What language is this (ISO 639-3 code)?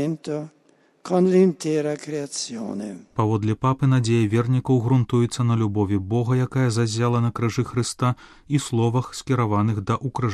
bel